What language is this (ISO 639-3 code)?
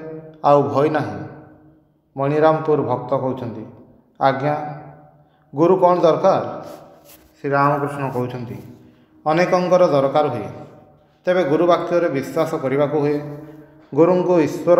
ori